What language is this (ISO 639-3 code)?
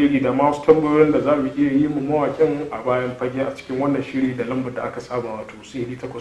hau